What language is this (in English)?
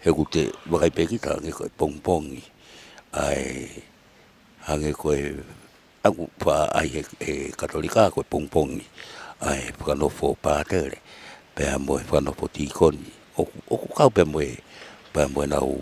Tongan